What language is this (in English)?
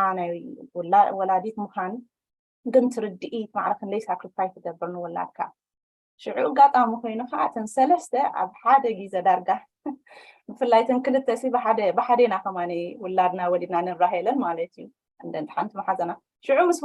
Tigrinya